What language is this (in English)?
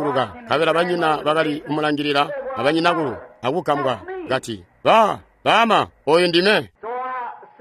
Tonga (Zambia)